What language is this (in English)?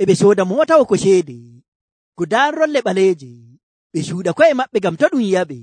Nigerian Fulfulde